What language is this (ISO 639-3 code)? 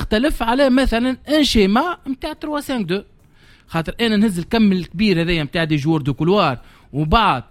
aeb